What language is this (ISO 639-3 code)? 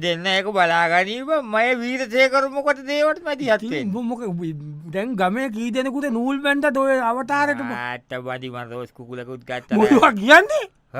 sin